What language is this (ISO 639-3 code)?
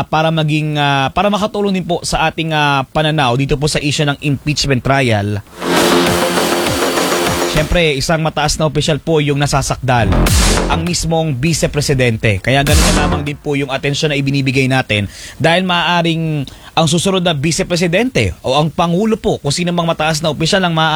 fil